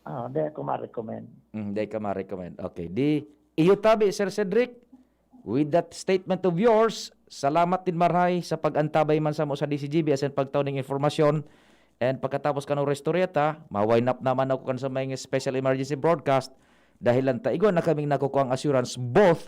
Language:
Bikol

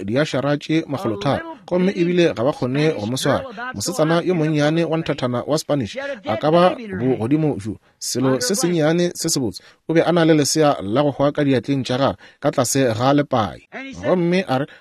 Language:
Northern Sotho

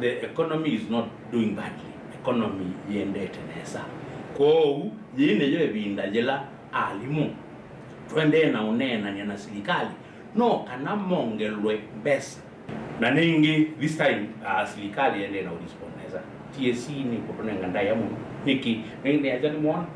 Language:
Kamba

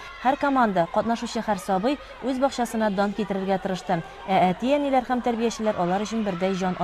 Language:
Tatar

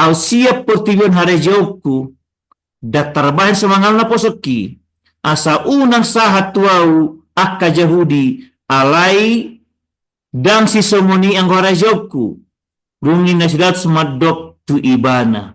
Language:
Batak Toba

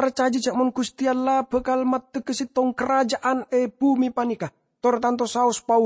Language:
Madurese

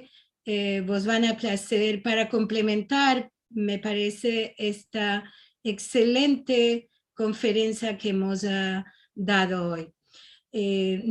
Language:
Ladino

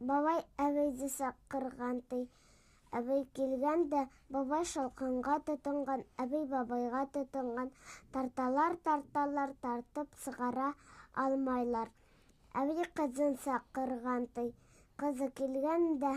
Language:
Bashkir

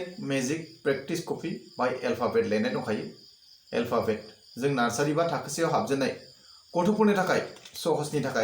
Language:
Bodo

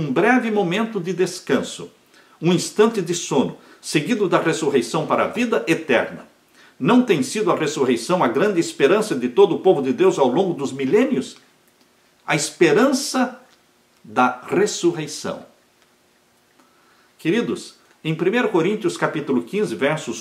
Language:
Portuguese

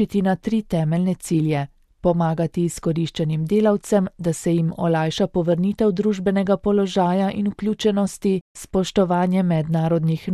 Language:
Slovenian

